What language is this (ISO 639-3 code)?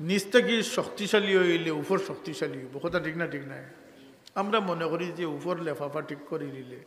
syl